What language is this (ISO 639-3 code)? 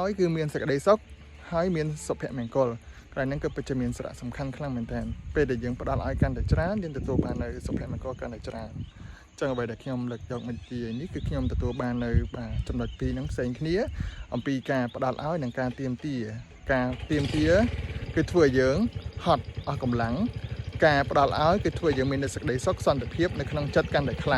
khm